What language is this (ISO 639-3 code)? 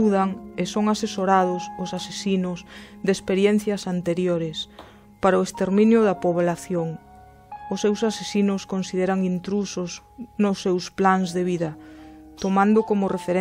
glg